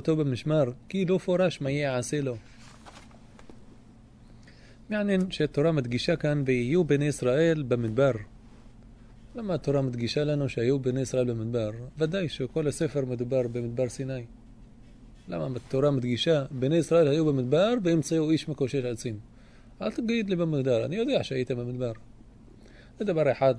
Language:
Hebrew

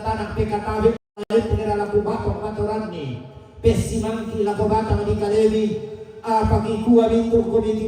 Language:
Toraja-Sa'dan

